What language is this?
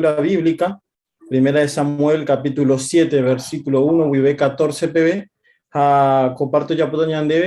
Guarani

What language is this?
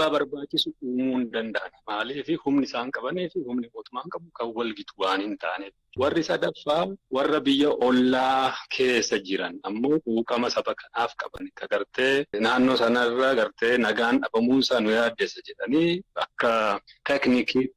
Oromo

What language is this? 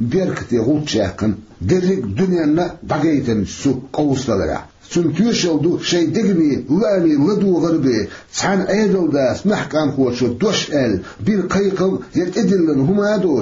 Chechen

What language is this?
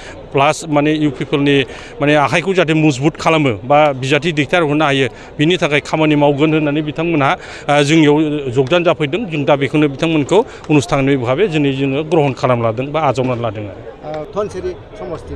Bodo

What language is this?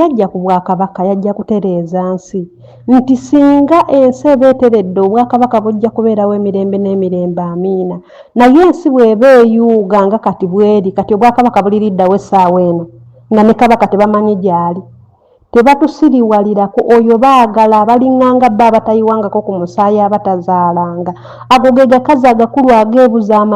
Ganda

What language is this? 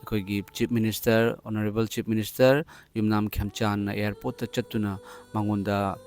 Manipuri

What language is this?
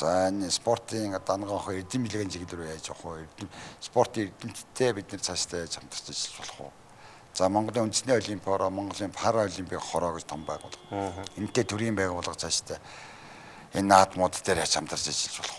Mongolian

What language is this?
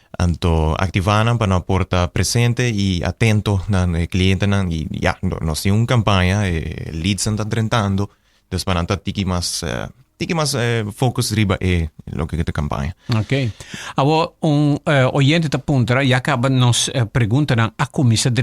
Papiamento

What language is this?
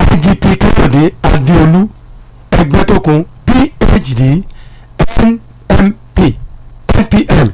Yoruba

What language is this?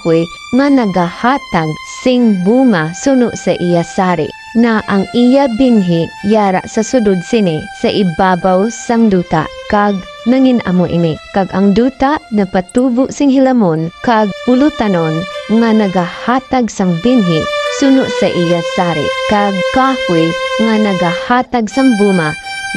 Hiligaynon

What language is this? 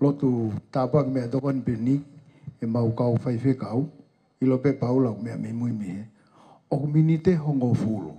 Tongan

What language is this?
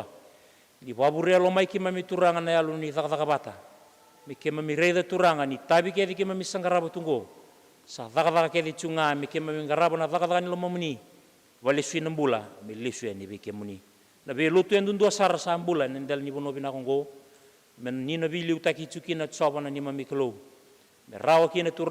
Fijian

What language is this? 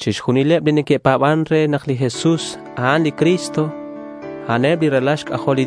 Kekchí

